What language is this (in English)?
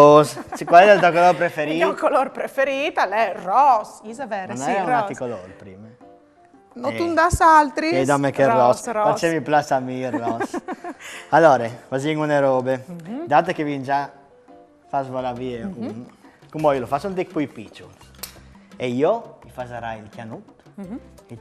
Friulian